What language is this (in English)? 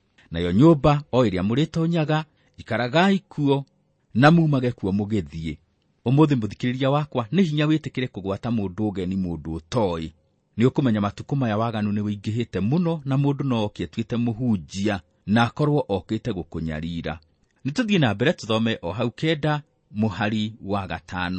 Kikuyu